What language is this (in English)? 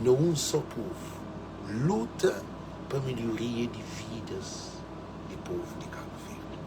Kabuverdianu